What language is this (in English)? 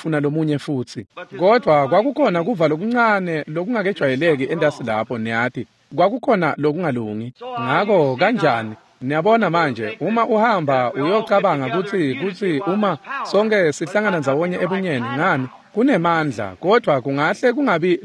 Swati